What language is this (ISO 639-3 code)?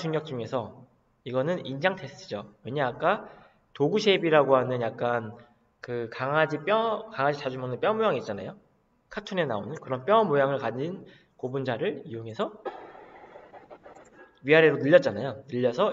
kor